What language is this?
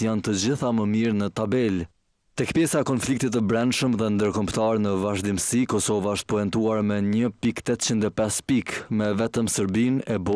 Albanian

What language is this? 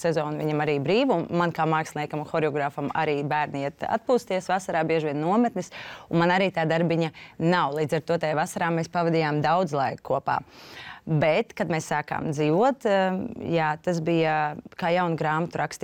Latvian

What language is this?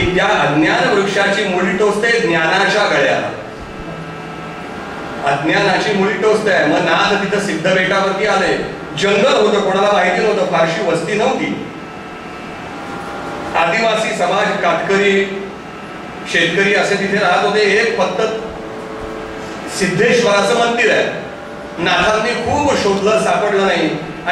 Marathi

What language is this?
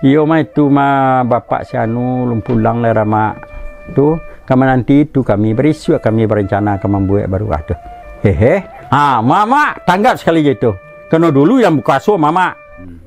Minangkabau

